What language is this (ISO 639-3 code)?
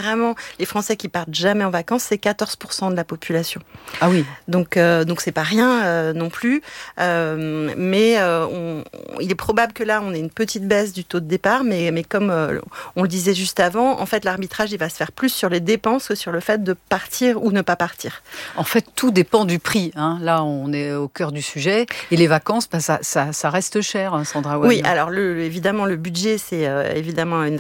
fra